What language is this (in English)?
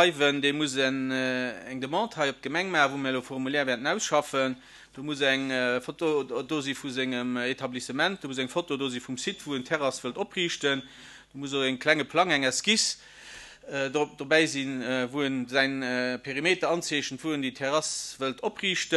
Luxembourgish